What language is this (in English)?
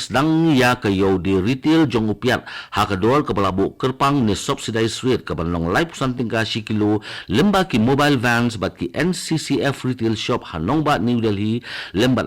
Khasi